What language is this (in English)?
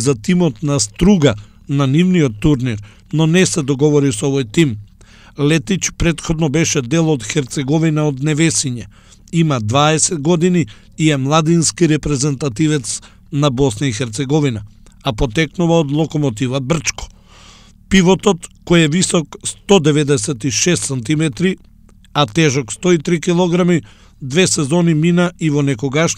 Macedonian